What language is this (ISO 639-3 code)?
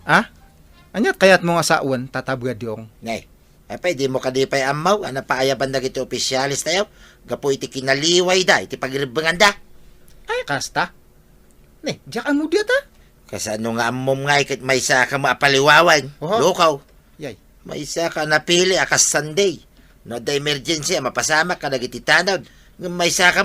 ilo